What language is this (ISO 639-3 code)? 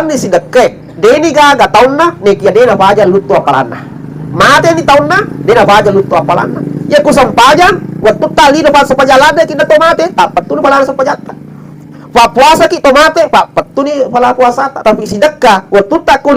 bug